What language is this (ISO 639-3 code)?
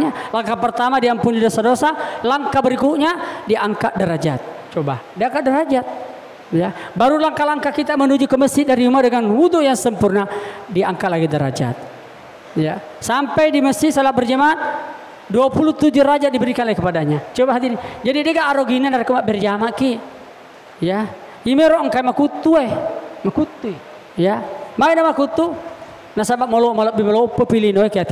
bug